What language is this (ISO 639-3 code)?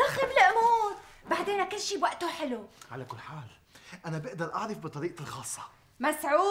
apc